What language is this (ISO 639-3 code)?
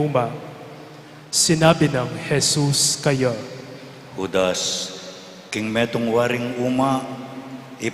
pam